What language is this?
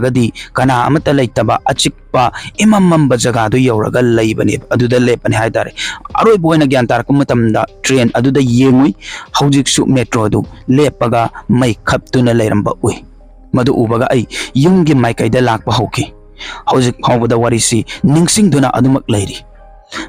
Manipuri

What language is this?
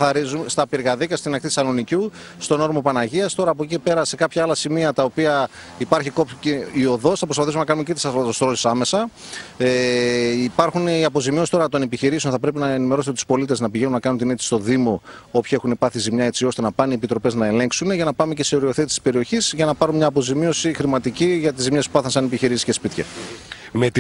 Greek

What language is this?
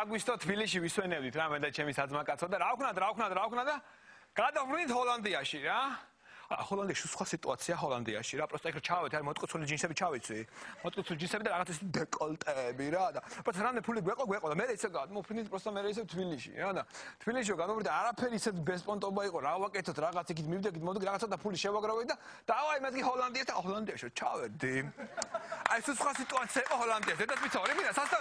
Georgian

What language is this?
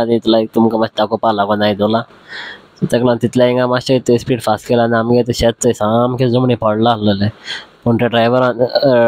Konkani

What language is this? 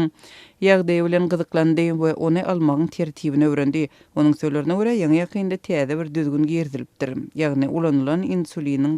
Turkmen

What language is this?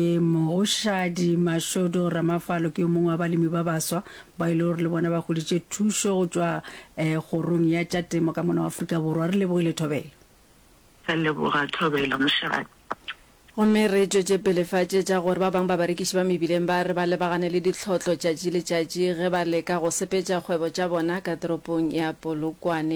Northern Sotho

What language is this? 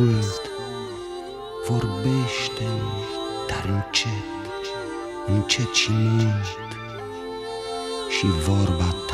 Romanian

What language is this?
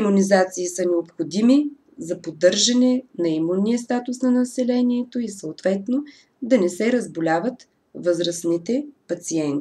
Bulgarian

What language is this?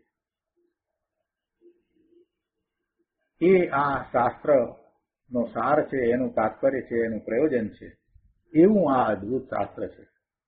Gujarati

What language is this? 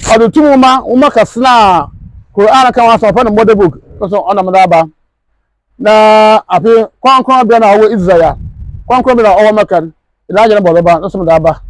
Akan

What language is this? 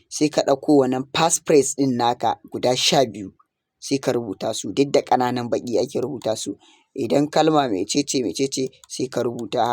Hausa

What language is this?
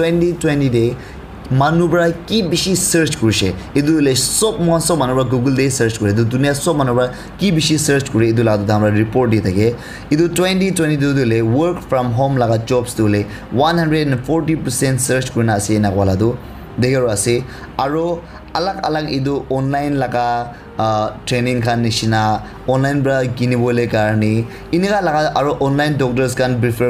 Naga Pidgin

